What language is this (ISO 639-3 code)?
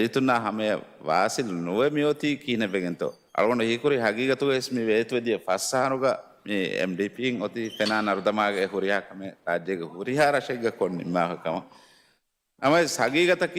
div